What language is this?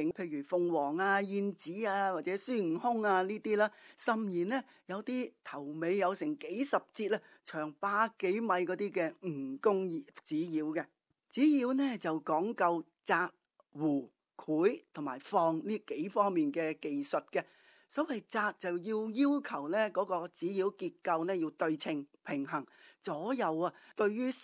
Cantonese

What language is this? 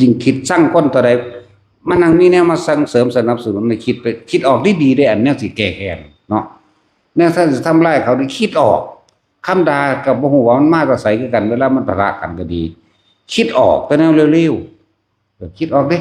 Northeastern Thai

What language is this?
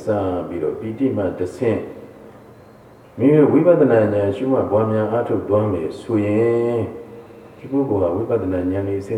Burmese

